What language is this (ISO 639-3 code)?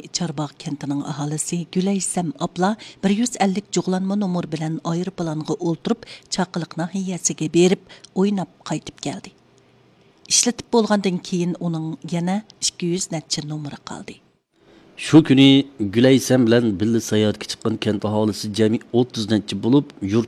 uig